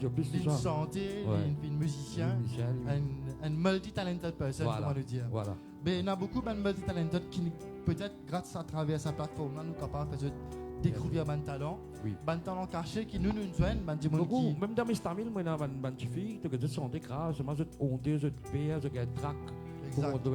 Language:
Morisyen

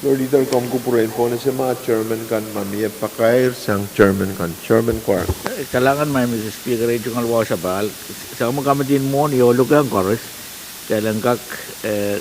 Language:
Pohnpeian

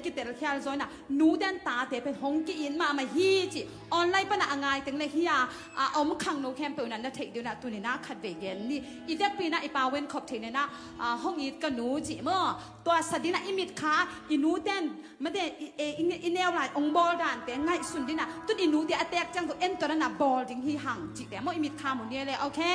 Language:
Tedim Chin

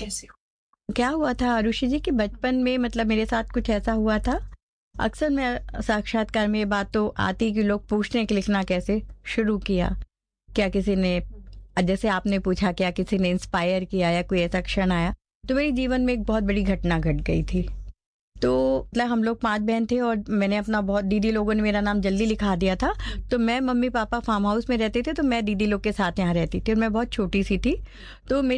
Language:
Hindi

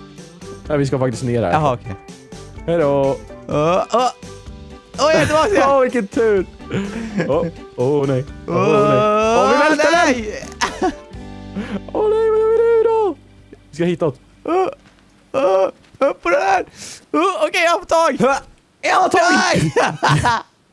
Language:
Swedish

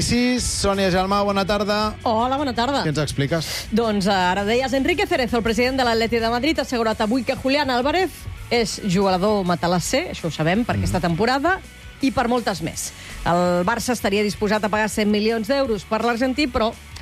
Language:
Catalan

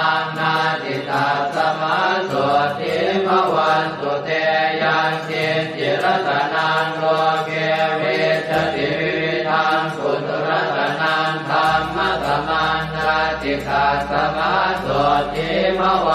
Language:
Pali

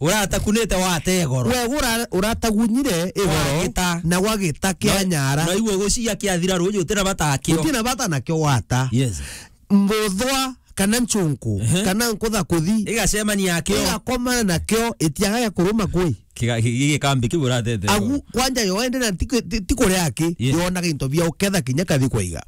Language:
Meru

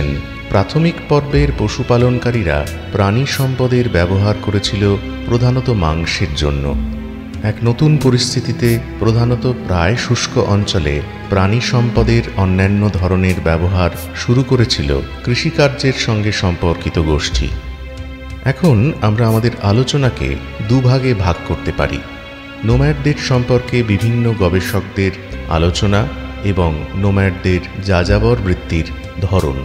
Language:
Bangla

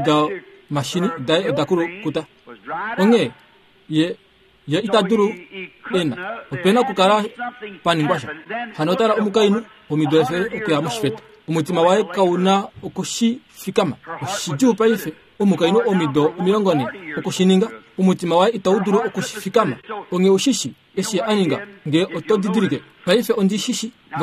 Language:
Kuanyama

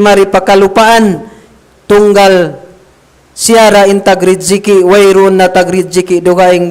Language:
Tausug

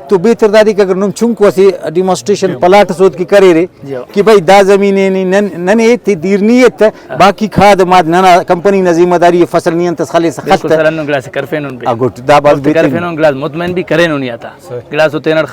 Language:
Brahui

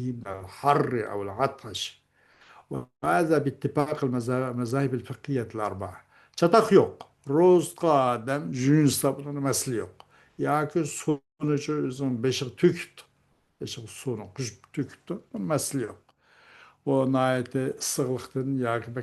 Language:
Uyghur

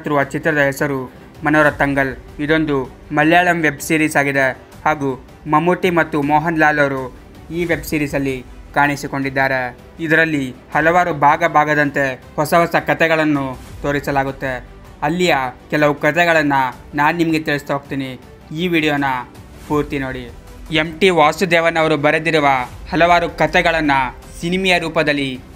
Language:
Kannada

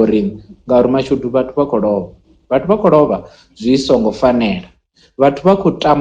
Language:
Venda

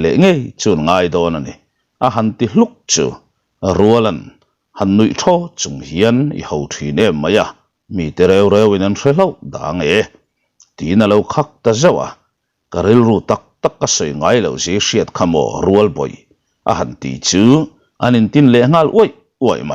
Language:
Mizo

